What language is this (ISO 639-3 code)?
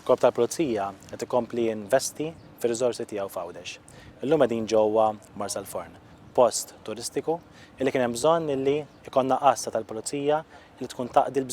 mlt